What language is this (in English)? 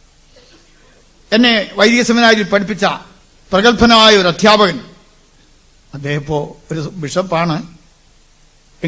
Malayalam